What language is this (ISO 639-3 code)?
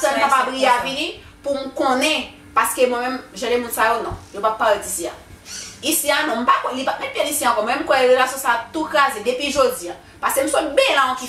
hat